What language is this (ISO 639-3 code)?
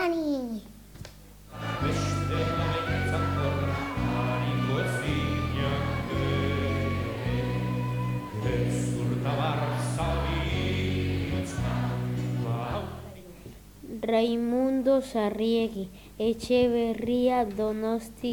eus